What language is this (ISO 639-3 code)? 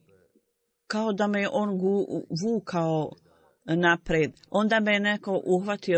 bos